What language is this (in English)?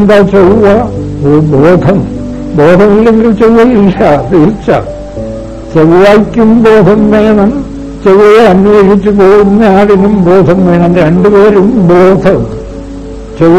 Malayalam